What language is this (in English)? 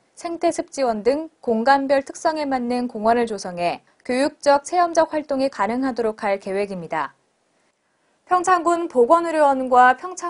Korean